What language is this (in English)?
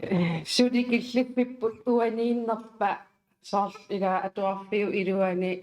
Kalaallisut